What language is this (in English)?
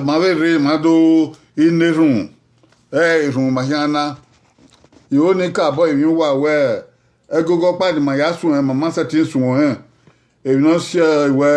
Bini